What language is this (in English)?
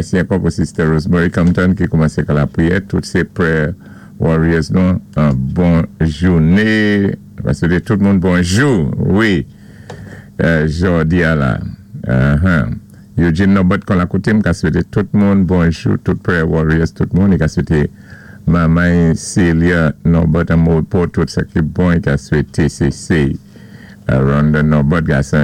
Saint Lucian Creole French